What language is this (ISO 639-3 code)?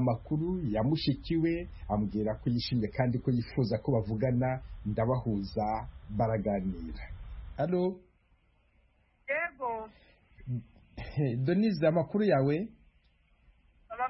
kin